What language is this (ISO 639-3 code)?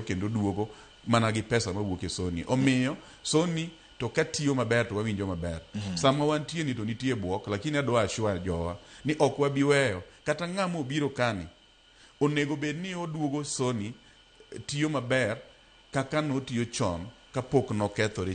luo